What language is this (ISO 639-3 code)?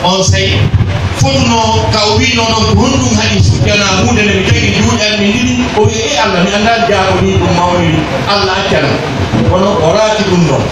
fuf